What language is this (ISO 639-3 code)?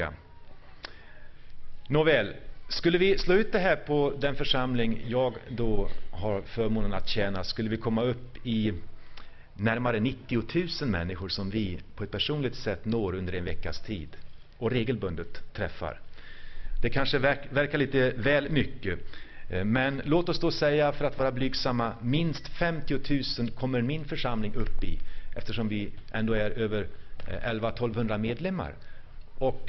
swe